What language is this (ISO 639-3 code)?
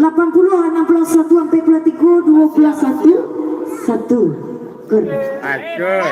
min